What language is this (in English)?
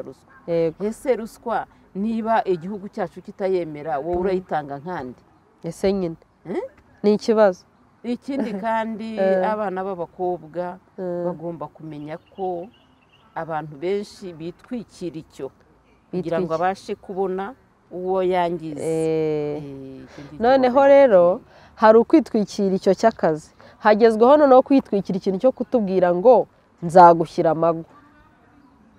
Kinyarwanda